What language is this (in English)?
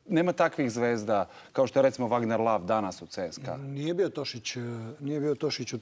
Serbian